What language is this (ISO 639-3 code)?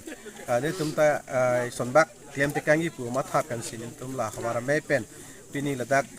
mjw